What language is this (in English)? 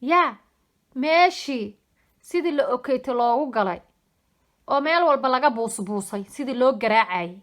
Somali